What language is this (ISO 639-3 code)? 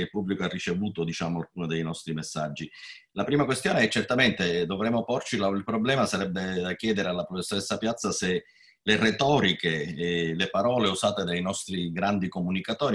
ita